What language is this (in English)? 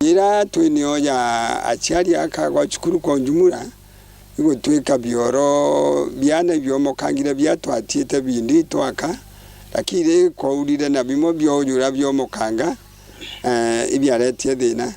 Meru